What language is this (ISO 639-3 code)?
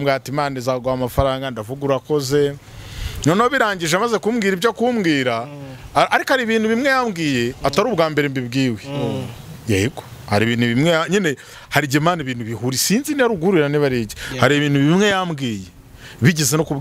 kin